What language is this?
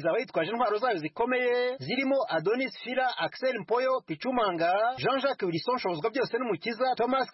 Kinyarwanda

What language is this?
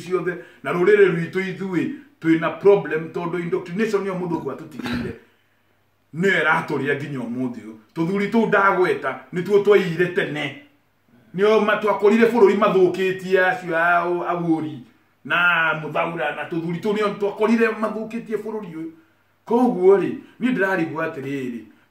Kikuyu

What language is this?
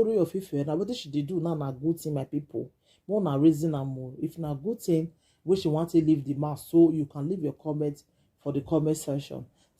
Nigerian Pidgin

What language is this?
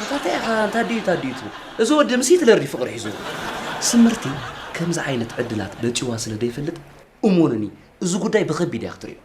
Tigrinya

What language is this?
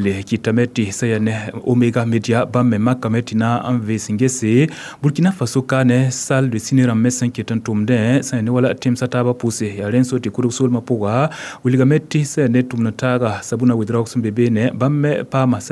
Mossi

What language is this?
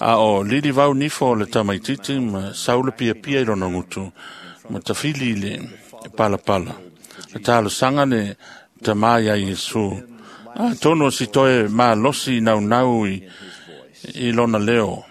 Samoan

